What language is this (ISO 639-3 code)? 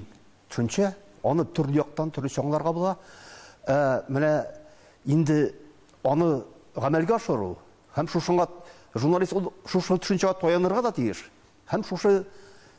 tat